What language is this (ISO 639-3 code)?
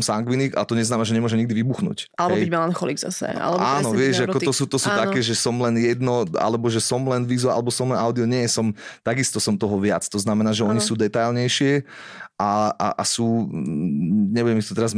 slk